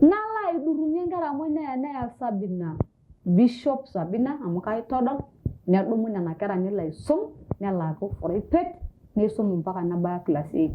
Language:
Masai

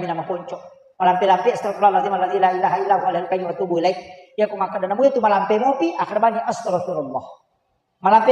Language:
Buginese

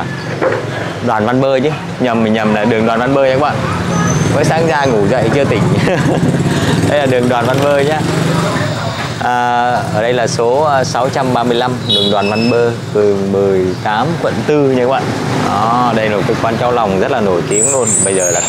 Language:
Vietnamese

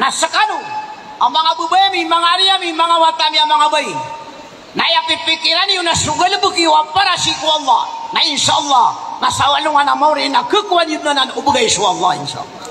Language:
Maranao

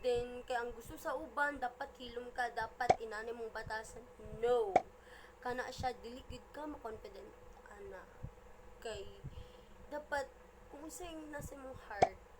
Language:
Cebuano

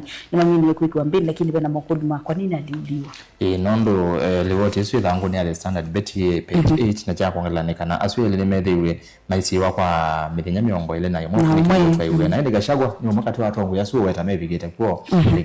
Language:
Kamba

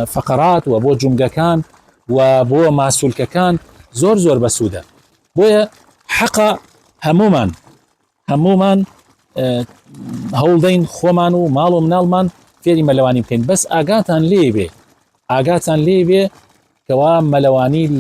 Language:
Central Kurdish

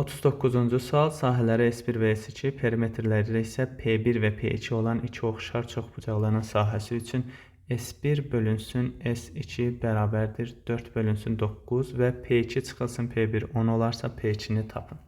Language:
Azerbaijani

